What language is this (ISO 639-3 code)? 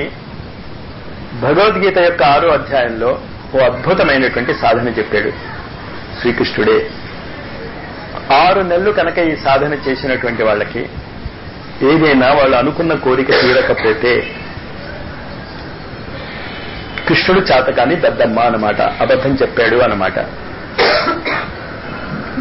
tel